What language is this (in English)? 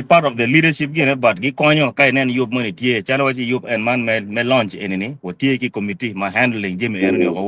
Acoli